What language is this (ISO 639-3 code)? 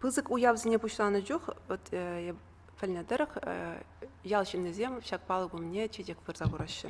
chv